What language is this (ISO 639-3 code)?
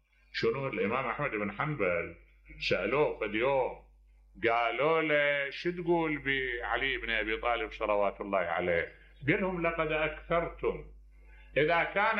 acm